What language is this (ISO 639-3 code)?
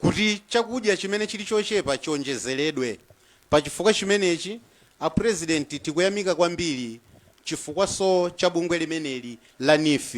nya